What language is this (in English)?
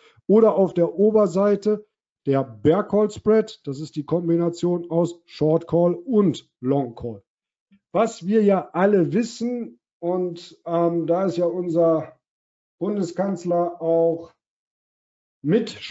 German